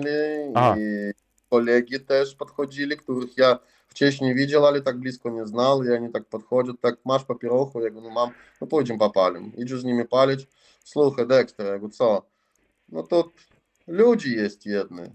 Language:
Polish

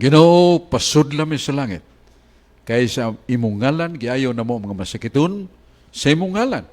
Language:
Cebuano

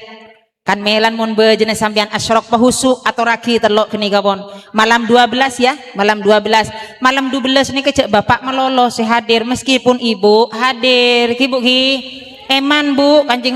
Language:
Madurese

